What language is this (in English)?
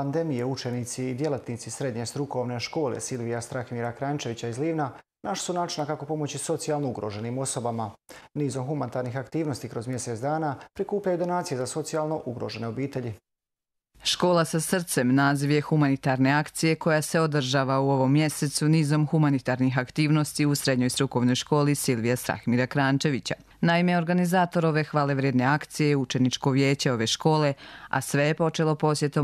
Croatian